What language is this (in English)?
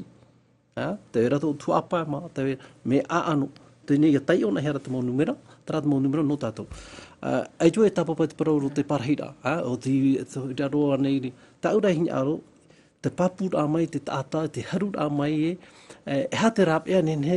Tahitian